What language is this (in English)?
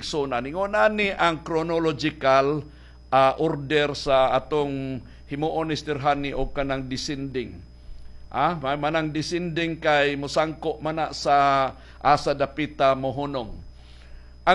Cebuano